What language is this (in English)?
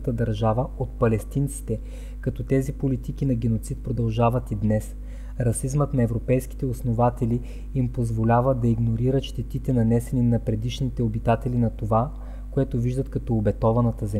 Bulgarian